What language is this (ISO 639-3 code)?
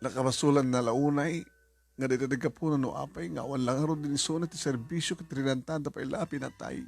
ilo